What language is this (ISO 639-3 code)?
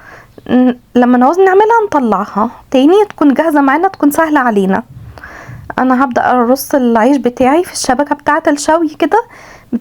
arz